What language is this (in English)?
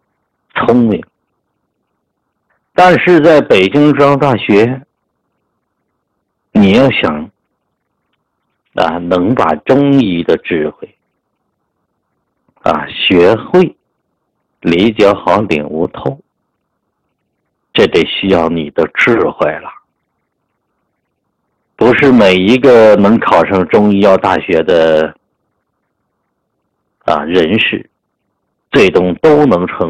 Chinese